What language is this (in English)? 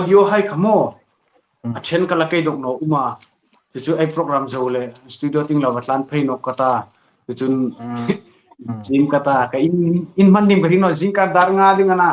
Hmar